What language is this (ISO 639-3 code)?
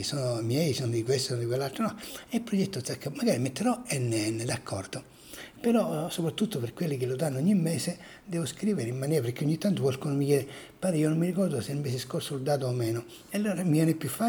ita